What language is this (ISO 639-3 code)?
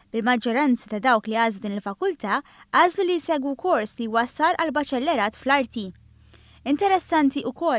mlt